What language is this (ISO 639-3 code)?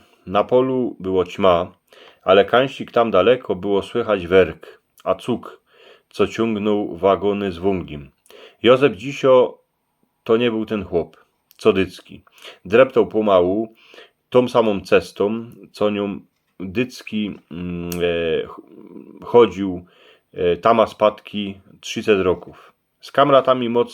szl